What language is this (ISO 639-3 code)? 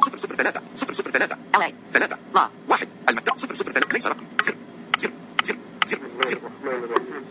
ars